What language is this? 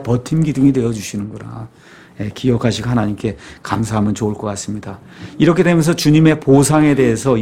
Korean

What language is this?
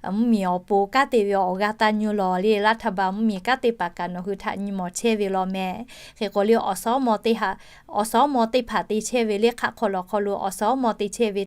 Lahu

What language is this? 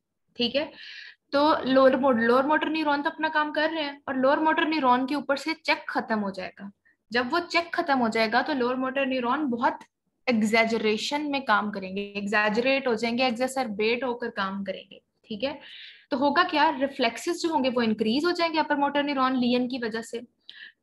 Hindi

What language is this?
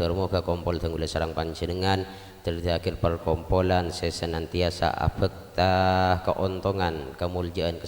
Madurese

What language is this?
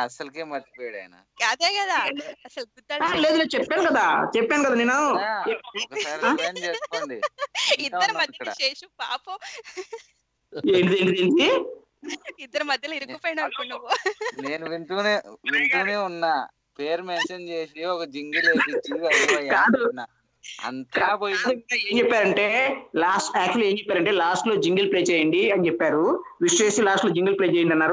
Telugu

